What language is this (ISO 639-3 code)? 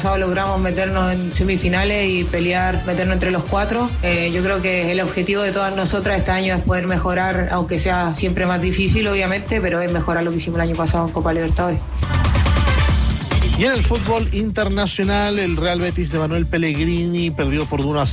spa